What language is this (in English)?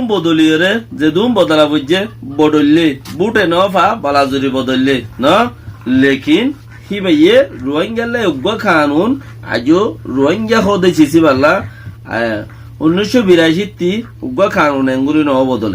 Rohingya